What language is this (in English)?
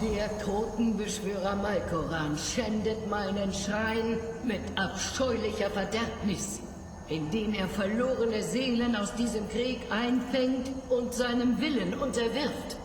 Bavarian